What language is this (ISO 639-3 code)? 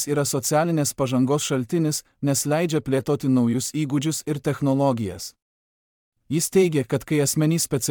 lit